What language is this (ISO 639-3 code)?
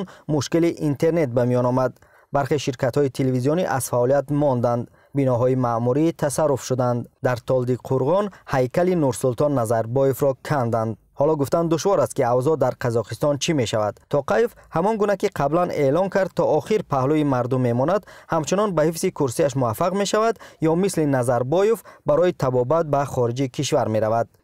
tgk